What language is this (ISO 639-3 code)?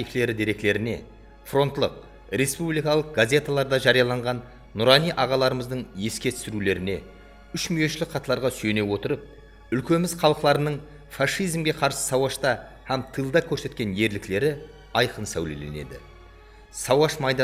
kaa